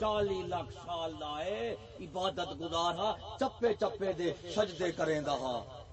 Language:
Saraiki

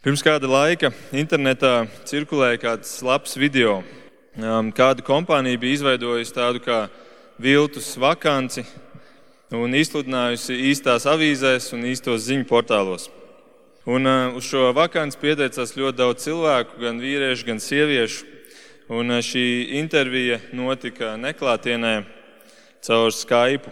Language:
Latvian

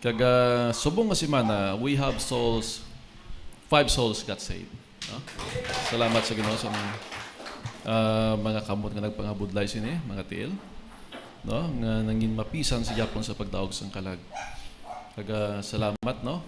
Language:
Hiligaynon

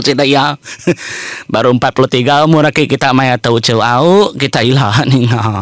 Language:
Iban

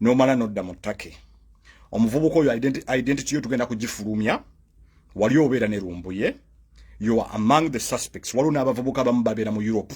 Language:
Ganda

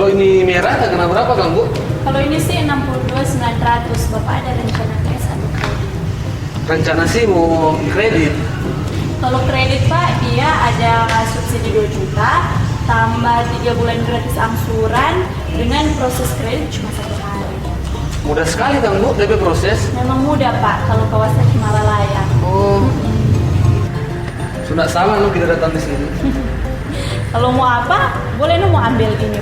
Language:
Manado Malay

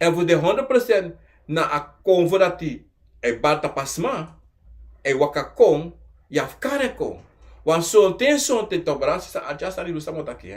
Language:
Sranan Tongo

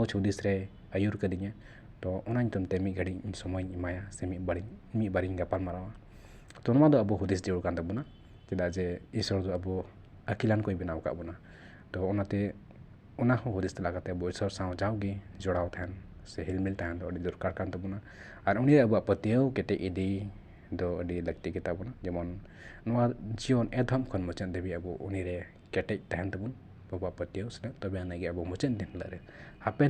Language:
Santali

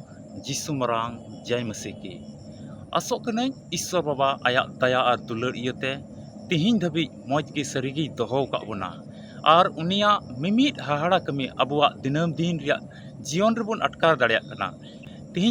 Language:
Santali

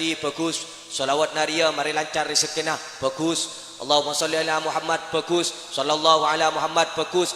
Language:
Madurese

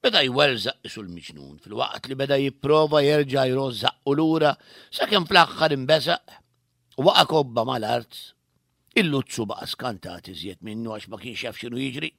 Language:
Maltese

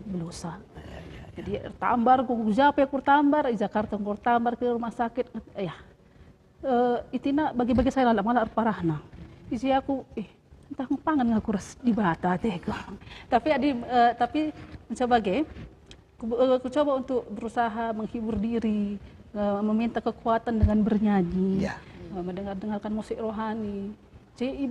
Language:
Batak Karo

